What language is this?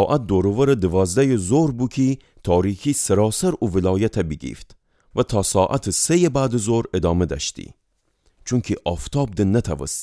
Gilaki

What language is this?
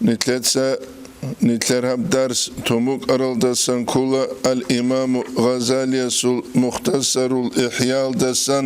Avaric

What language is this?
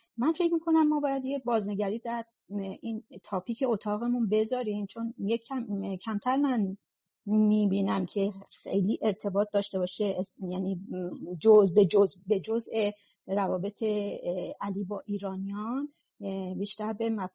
Persian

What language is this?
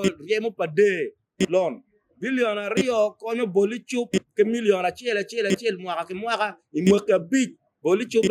Acoli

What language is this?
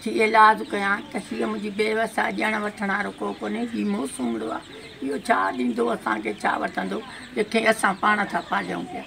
Sindhi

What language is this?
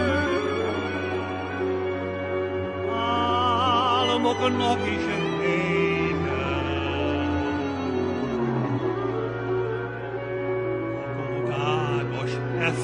Hungarian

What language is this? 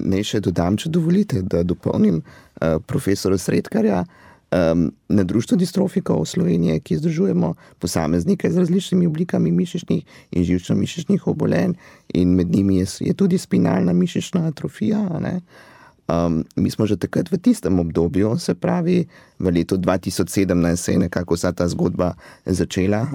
Slovenian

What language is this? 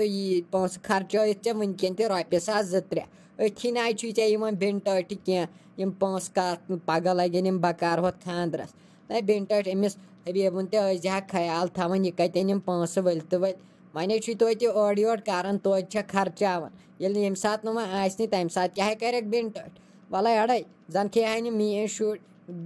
Kashmiri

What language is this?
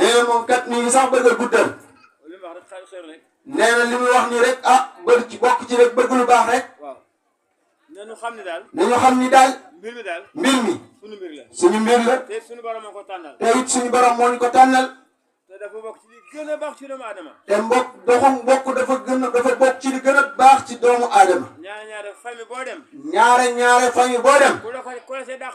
Wolof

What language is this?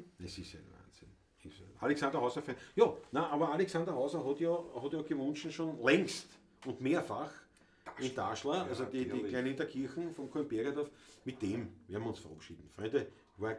Bavarian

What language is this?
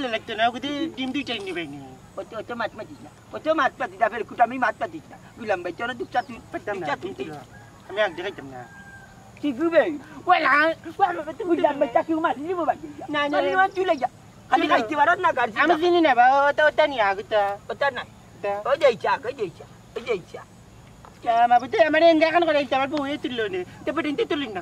Sylheti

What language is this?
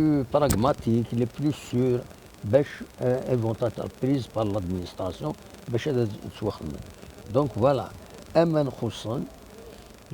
Kabyle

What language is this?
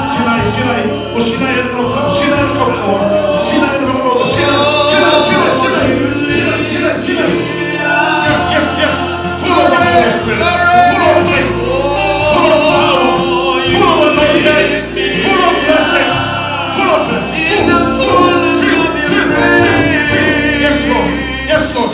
Fijian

